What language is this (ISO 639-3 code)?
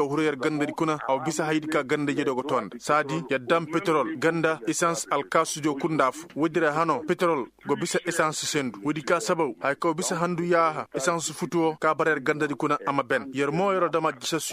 ses